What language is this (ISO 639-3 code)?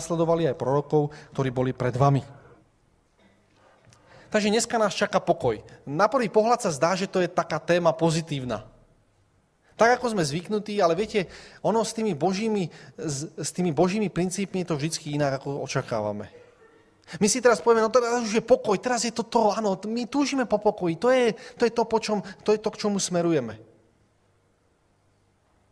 slk